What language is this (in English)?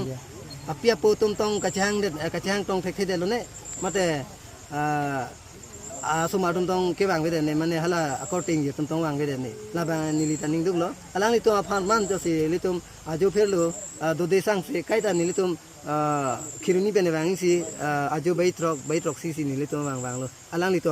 Karbi